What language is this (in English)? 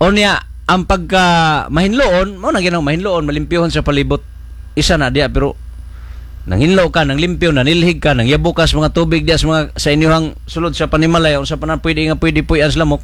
Cebuano